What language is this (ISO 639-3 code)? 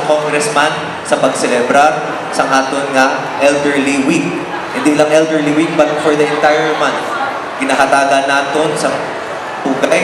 hil